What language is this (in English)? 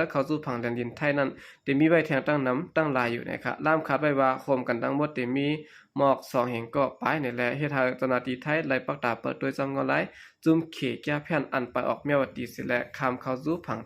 Shan